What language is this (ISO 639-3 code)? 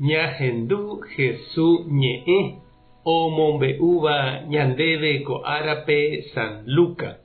grn